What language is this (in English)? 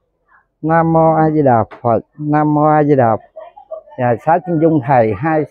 Vietnamese